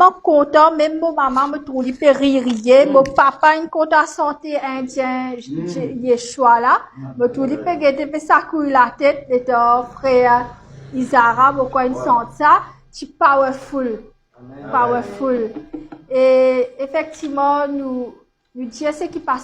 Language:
Morisyen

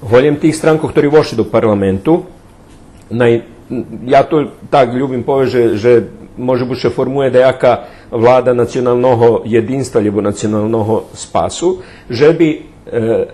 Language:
Rusyn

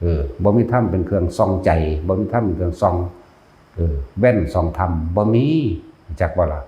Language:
Lao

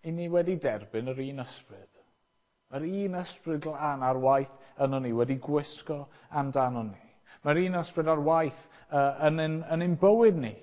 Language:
Welsh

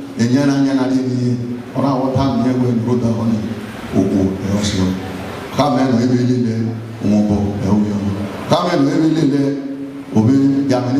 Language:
Bini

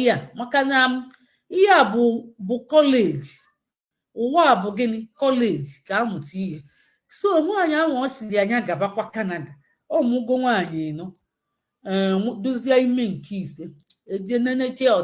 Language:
Igbo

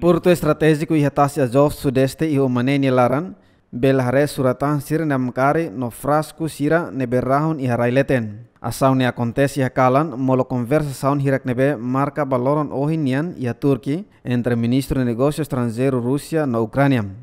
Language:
Tetum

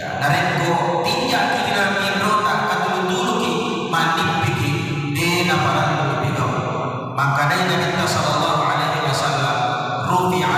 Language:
Buginese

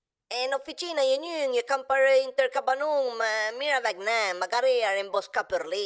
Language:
Piedmontese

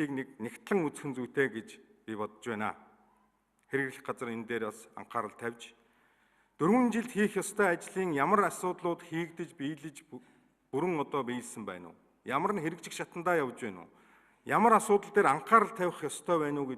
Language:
Mongolian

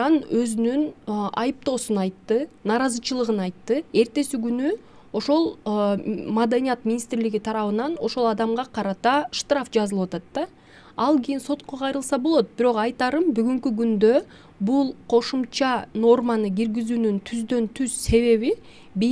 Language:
Kyrgyz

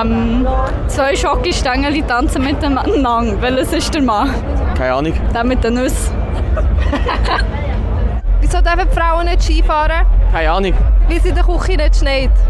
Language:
Swiss German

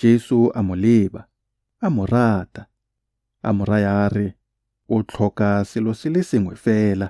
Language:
Tswana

